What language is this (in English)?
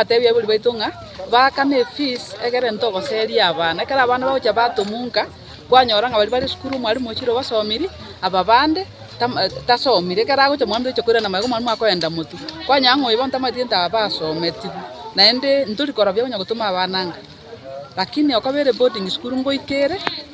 Gusii